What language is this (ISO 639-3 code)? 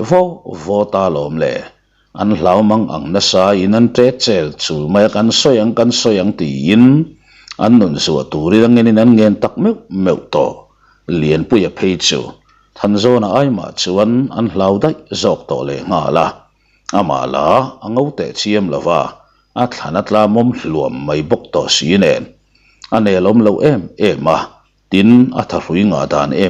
lus